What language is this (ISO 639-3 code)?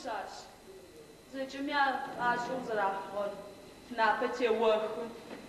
ady